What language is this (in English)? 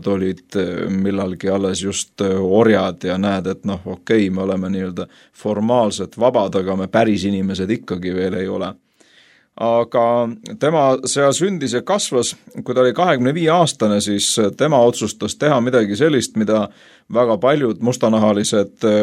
Estonian